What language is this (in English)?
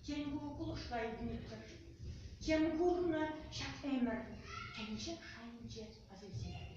Chuvash